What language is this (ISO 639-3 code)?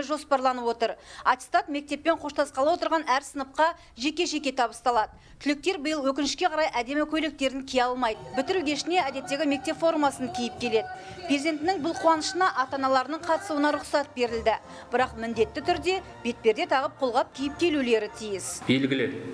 kaz